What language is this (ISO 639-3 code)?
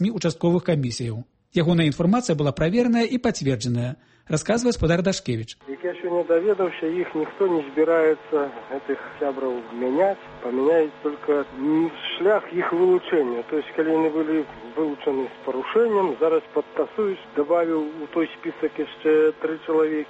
bel